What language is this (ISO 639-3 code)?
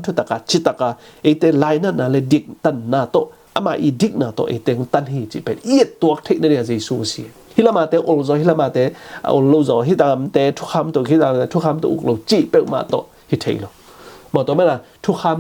ctd